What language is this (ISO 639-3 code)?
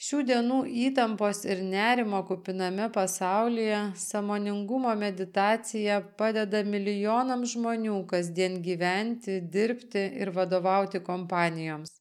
lit